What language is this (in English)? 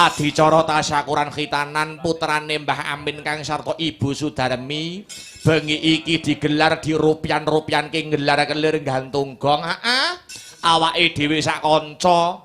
Javanese